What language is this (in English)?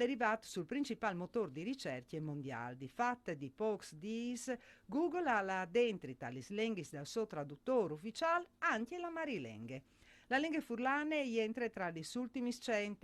Friulian